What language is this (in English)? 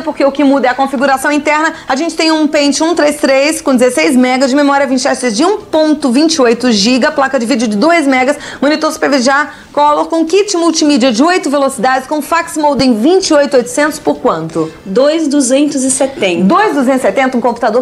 Portuguese